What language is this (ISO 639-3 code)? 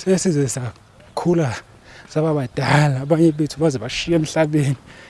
zul